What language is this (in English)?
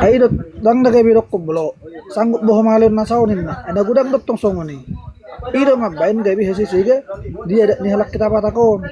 Batak Toba